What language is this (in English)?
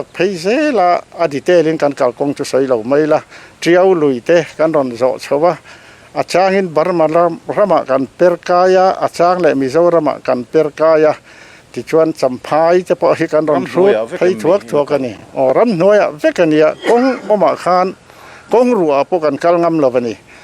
Mizo